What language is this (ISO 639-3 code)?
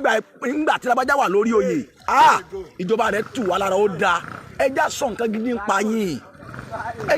yor